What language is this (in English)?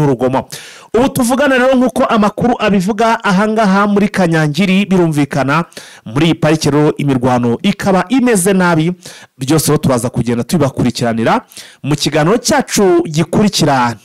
Kinyarwanda